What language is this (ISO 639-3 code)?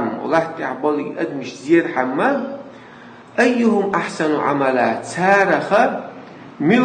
che